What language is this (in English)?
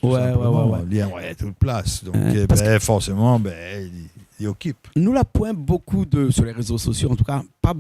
Réunion Creole French